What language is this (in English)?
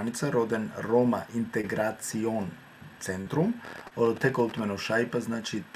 Balkan Romani